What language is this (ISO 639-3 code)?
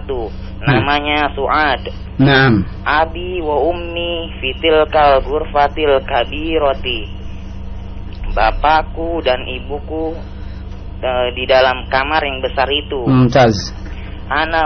ind